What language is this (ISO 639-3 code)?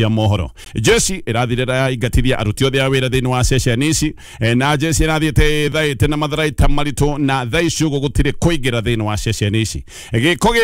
kik